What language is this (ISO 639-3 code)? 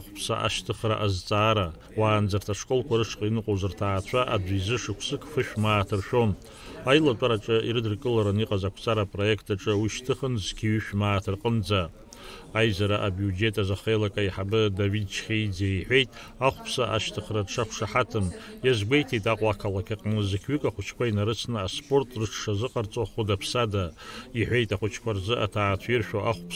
abk